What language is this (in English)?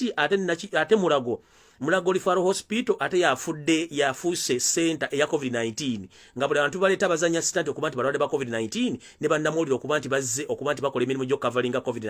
Ganda